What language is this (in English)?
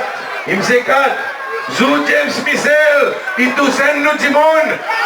Seselwa Creole French